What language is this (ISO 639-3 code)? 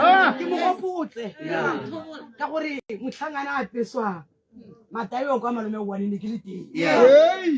tsn